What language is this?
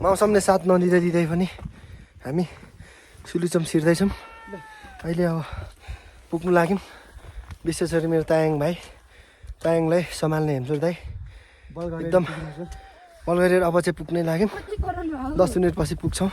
Nepali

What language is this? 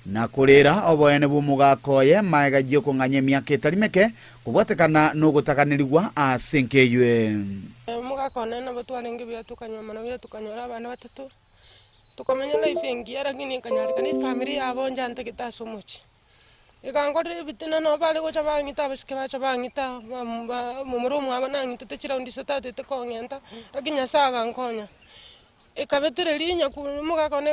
Gusii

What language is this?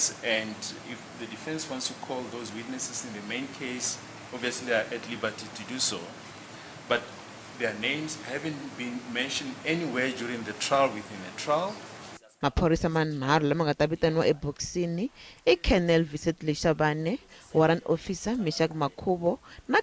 Tsonga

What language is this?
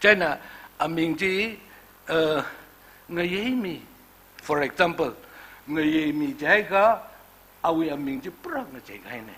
Tangkhul Naga (India)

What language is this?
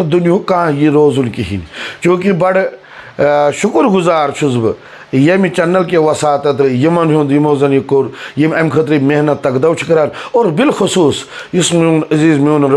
Kashmiri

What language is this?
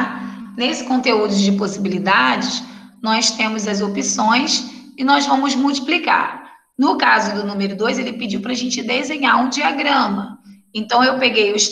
Portuguese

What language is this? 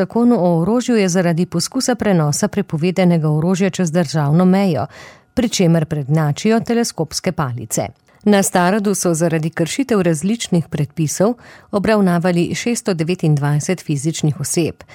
Slovenian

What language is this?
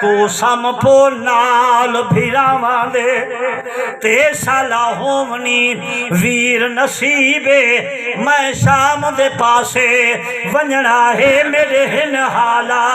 Saraiki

